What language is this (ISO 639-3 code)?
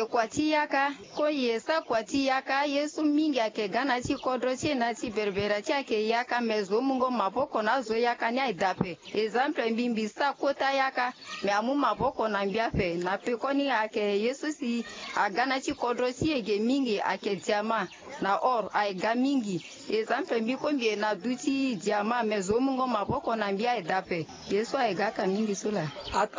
sag